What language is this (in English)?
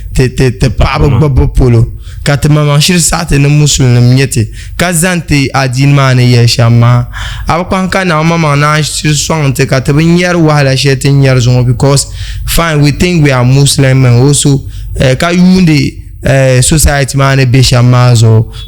Dagbani